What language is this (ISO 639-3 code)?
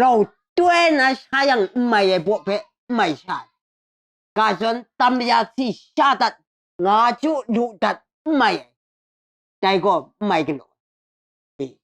kac